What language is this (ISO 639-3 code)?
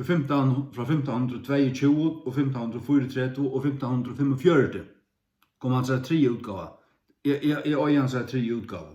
fao